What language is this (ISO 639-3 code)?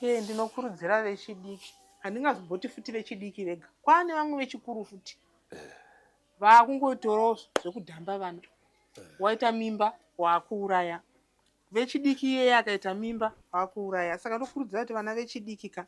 sna